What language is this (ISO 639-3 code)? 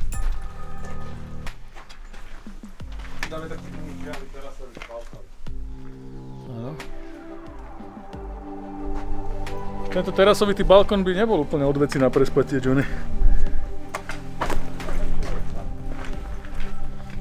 slk